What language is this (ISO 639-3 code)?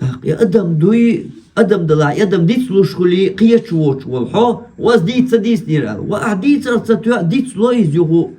che